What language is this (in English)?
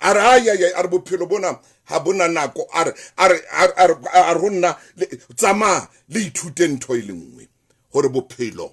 Southern Sotho